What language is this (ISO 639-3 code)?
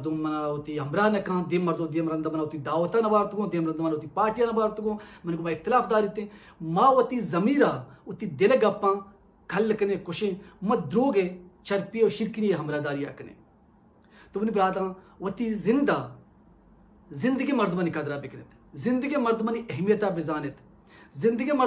bal